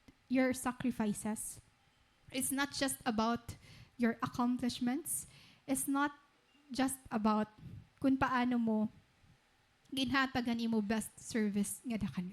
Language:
Waray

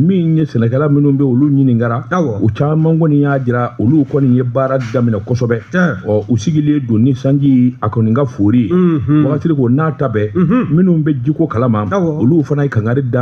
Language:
Bambara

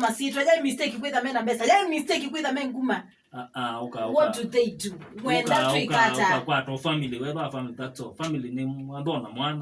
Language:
Kamba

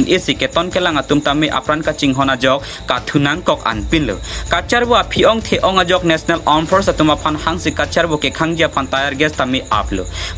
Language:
Karbi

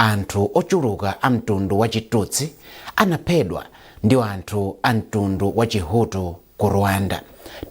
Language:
Nyanja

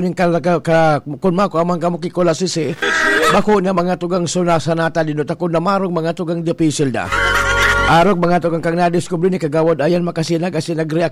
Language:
Bikol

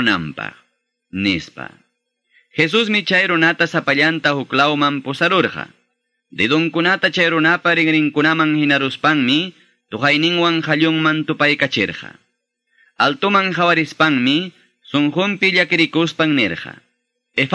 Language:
Quechua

